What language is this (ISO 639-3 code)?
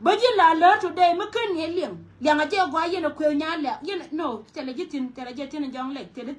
nus